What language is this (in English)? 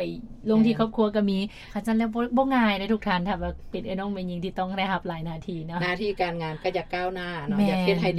Lao